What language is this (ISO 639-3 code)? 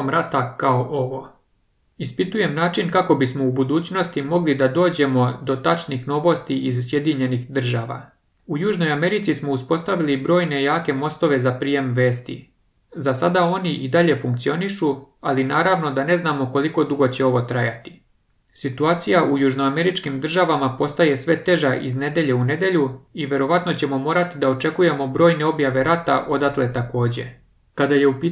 srp